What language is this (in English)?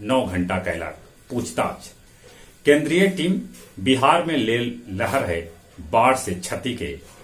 Magahi